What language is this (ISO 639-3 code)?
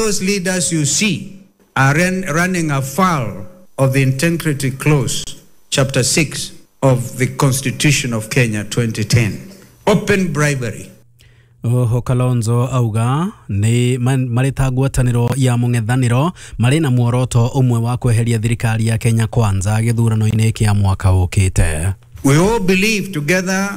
kik